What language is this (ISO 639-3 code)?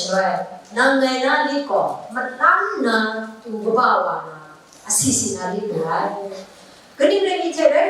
kac